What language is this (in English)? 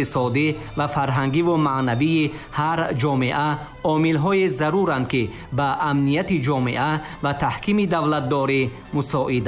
Tajik